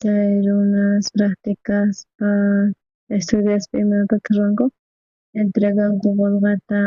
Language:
South Bolivian Quechua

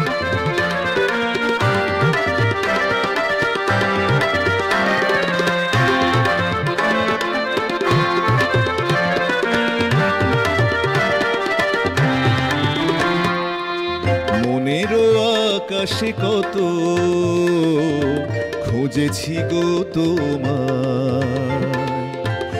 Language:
Bangla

